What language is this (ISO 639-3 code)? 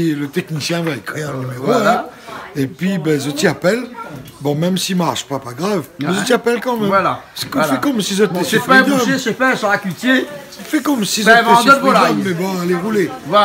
rcf